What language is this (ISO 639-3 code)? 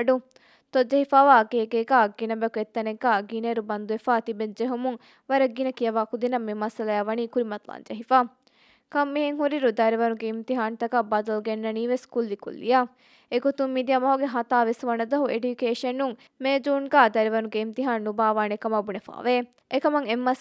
div